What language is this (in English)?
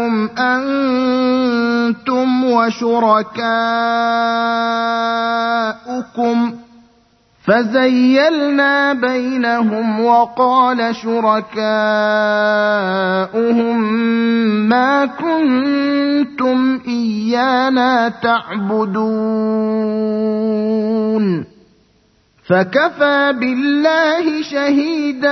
Arabic